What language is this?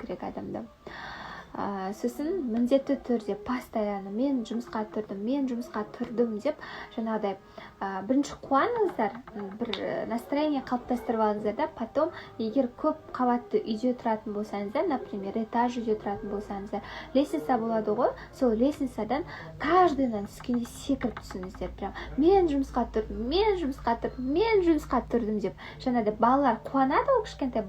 Kazakh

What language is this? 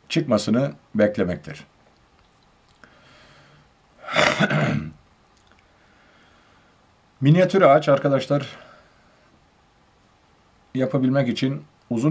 Turkish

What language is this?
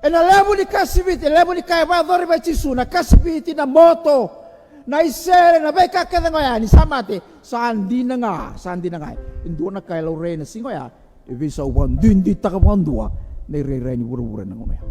Fijian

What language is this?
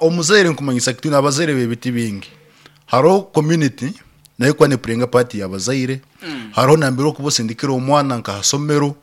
Nyankole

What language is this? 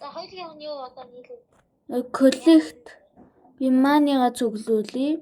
Mongolian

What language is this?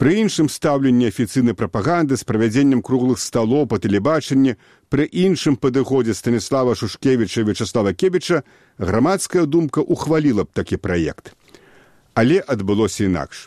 Belarusian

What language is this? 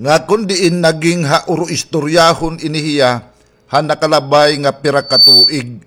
Waray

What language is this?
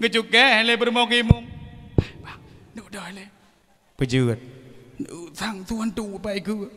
Achinese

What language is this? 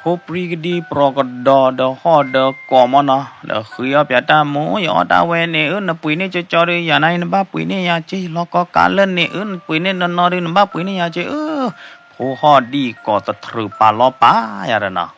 S'gaw Karen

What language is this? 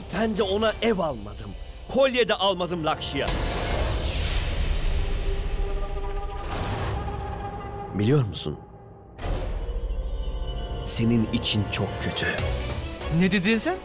Turkish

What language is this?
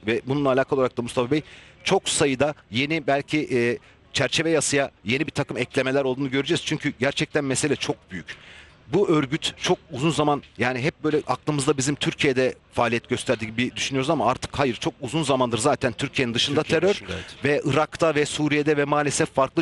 Turkish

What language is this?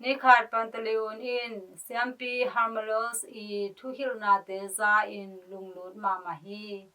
Tedim Chin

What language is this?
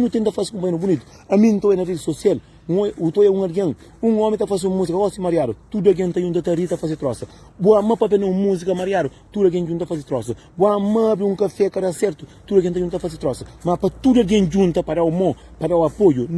Kabuverdianu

